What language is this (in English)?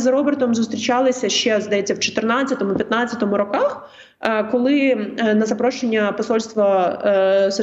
Ukrainian